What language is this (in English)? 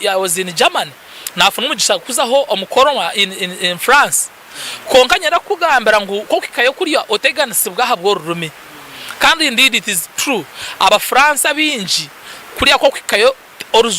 Nyankole